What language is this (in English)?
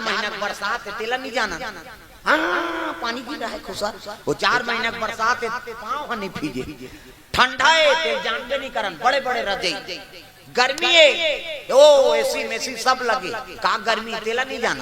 Chhattisgarhi